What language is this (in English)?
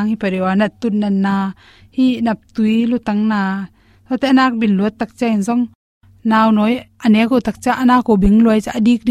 Tedim Chin